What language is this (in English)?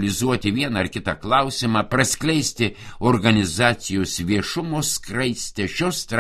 Lithuanian